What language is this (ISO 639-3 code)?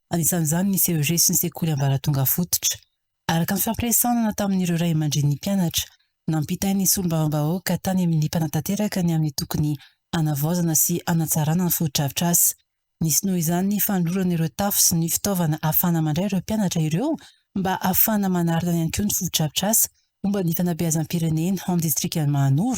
mlg